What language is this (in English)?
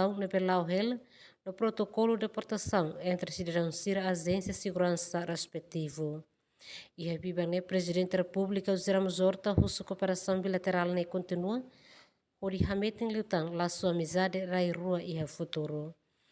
Tetum